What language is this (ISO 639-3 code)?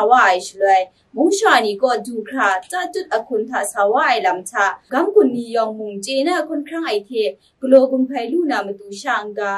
kac